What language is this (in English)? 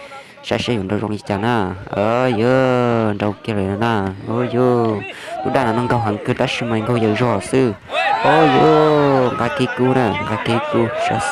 Hmong